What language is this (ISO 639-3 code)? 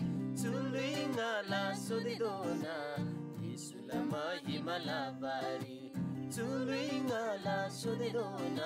taj